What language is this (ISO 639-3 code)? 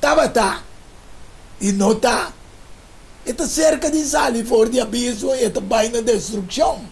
pap